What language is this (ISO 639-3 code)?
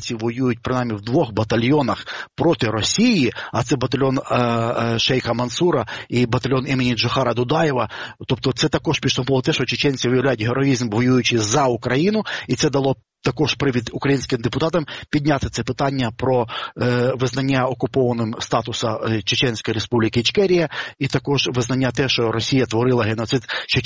ukr